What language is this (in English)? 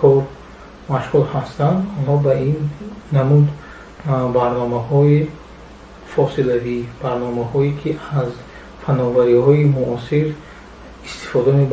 Tajik